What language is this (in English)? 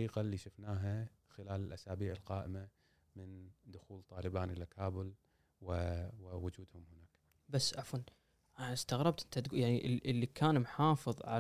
Gulf Arabic